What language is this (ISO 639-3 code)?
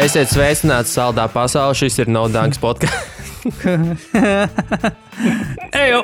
lav